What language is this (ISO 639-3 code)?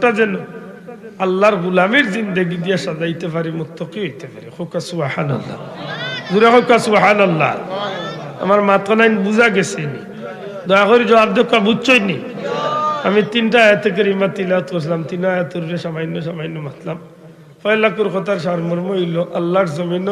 syl